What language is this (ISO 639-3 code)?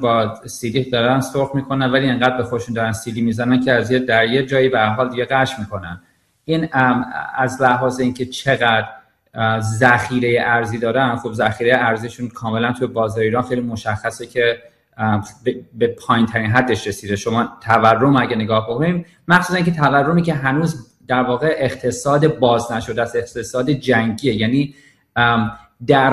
fas